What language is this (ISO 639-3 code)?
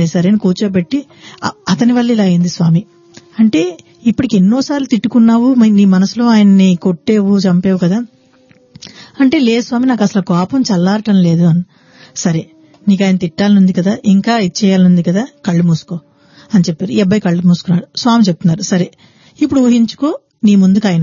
tel